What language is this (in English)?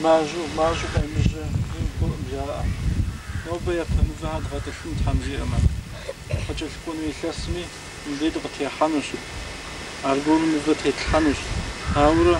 Kabardian